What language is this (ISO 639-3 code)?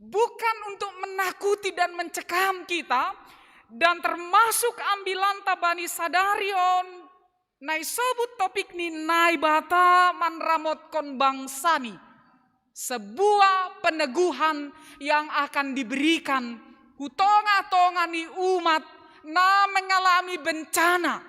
bts